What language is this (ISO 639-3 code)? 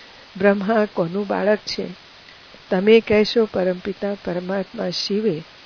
guj